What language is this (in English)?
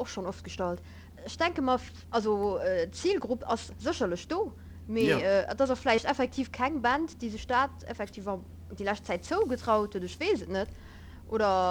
Luxembourgish